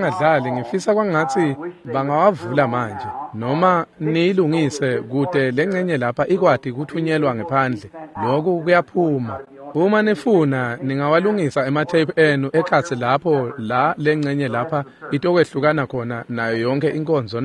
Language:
Swati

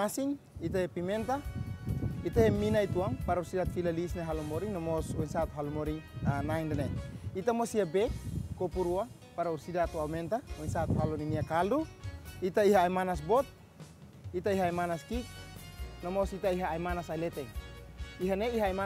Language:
Tetum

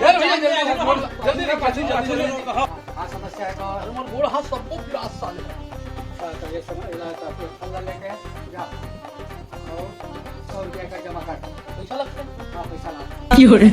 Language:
Chhattisgarhi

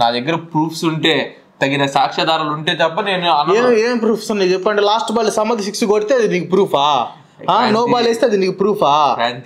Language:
Telugu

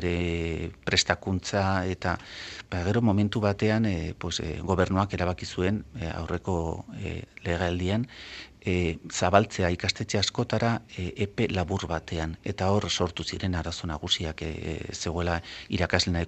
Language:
Basque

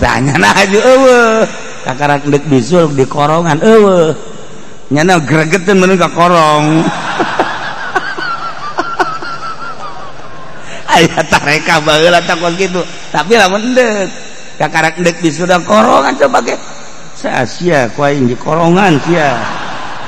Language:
Sundanese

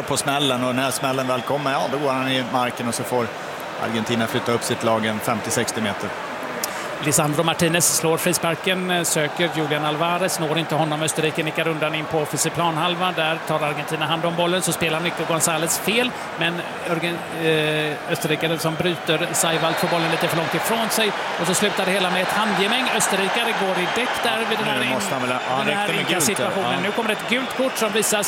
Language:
Swedish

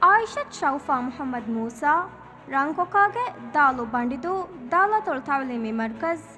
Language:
Divehi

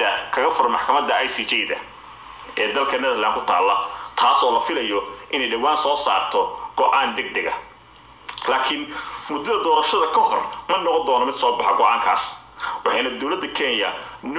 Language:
Somali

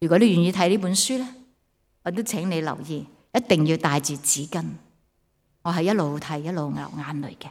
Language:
Cantonese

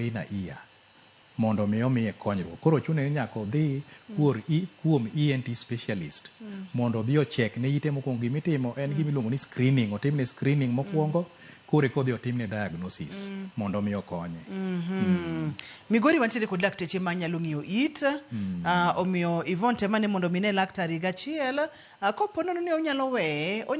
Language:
Luo (Kenya and Tanzania)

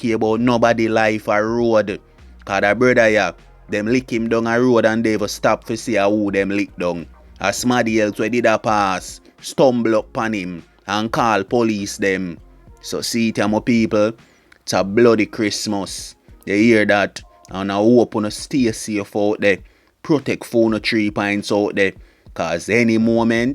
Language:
Jamaican Creole English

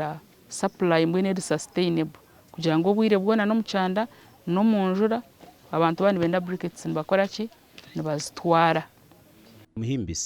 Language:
Nyankole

